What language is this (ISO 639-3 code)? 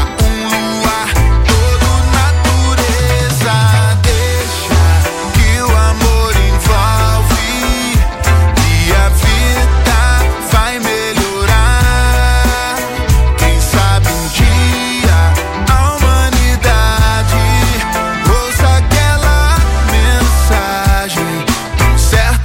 por